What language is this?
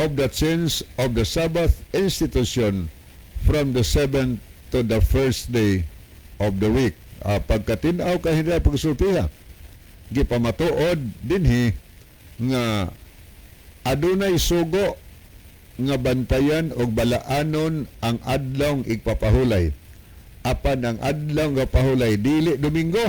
Cebuano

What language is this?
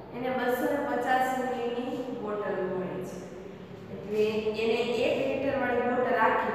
Gujarati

